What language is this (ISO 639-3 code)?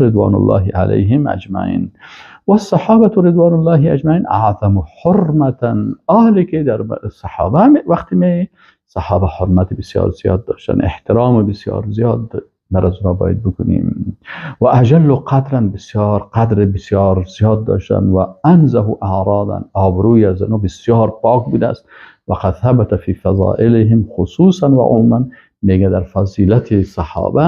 fas